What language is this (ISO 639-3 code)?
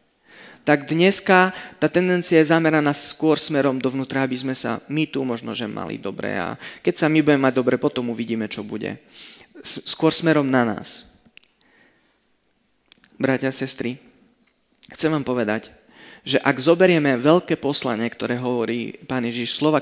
slk